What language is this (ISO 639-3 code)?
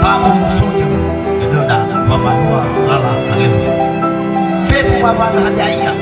nia